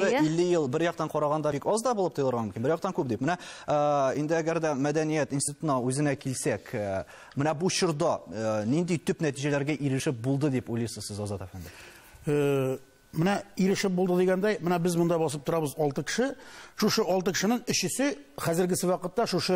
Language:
Tatar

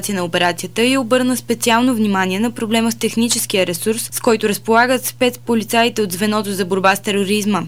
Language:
Bulgarian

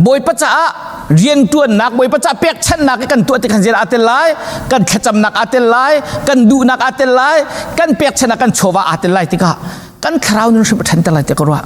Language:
Hakha Chin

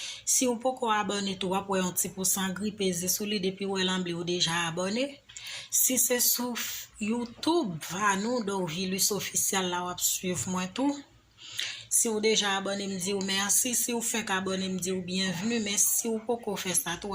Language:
Haitian Creole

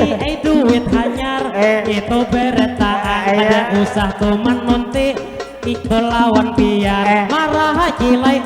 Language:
Banjar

